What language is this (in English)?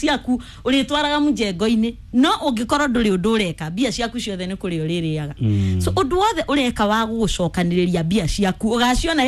Kikuyu